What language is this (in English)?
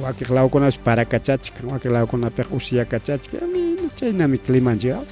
Ayacucho Quechua